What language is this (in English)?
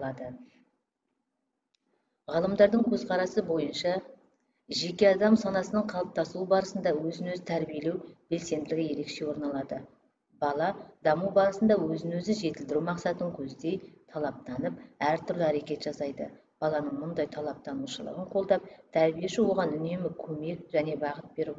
Kazakh